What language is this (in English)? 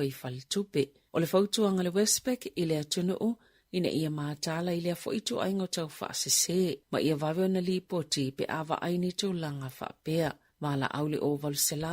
Samoan